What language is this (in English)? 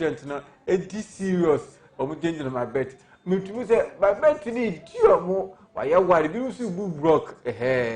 Akan